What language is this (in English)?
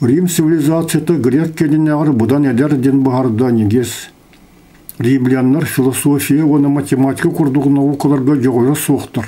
Yakut